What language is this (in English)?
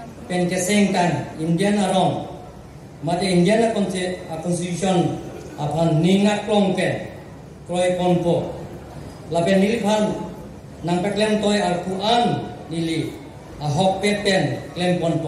Karbi